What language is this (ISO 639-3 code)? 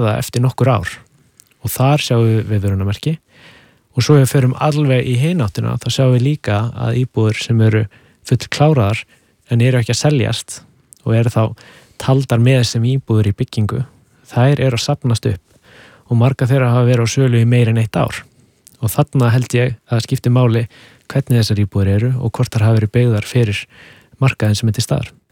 isl